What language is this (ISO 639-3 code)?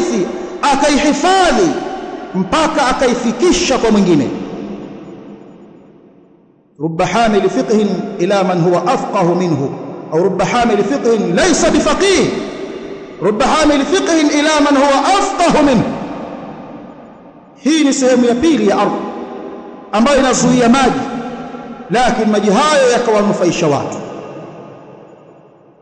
swa